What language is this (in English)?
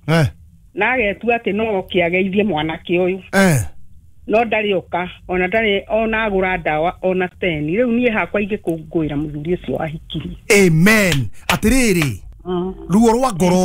Kikuyu